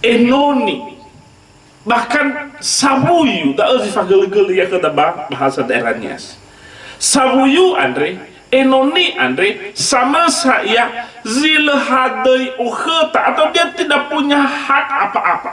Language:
Nias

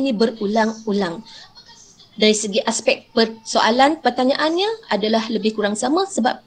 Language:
Malay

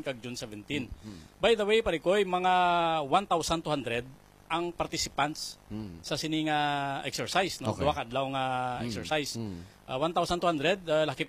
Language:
Hiligaynon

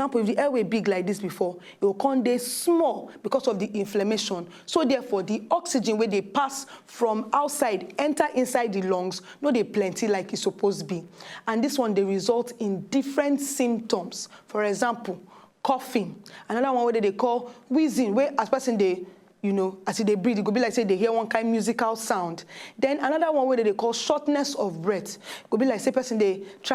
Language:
Nigerian Pidgin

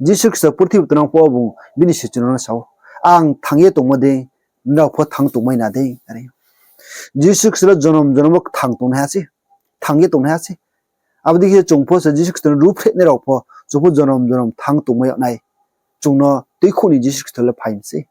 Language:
Riang (India)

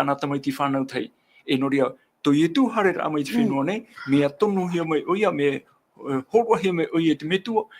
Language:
Tahitian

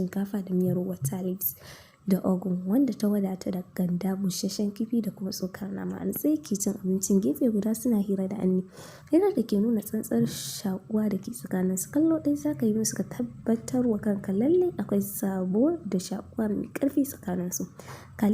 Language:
Hausa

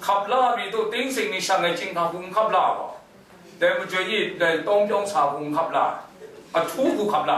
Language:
Kachin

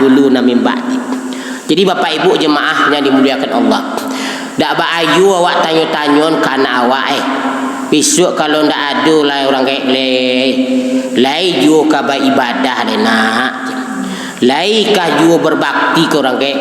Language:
Minangkabau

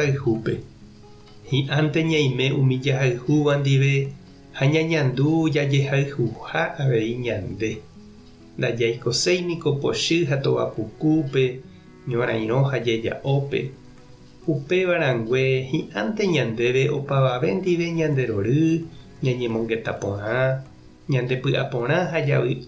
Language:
Guarani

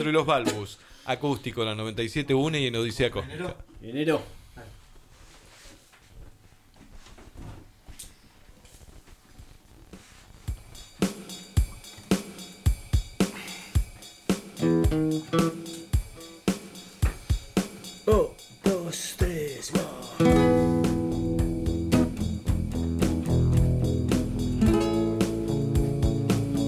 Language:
Spanish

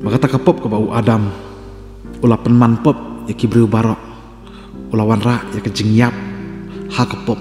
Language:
Khasi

